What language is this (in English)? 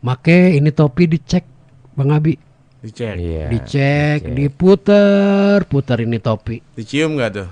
Betawi